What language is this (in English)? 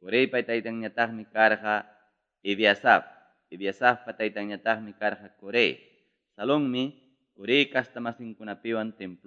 Ayacucho Quechua